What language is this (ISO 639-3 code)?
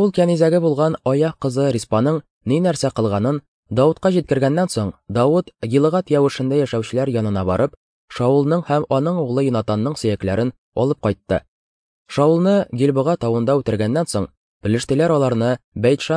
tat